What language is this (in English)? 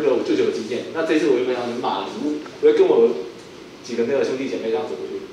Chinese